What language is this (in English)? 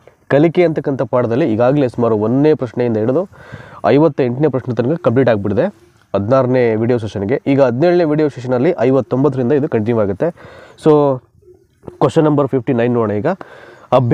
Kannada